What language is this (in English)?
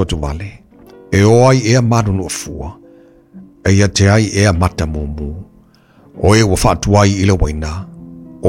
Samoan